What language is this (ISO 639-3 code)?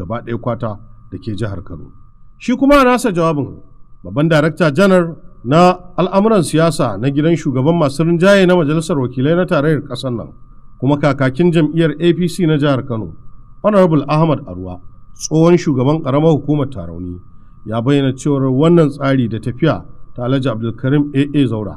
hau